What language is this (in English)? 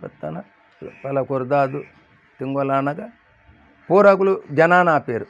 Tulu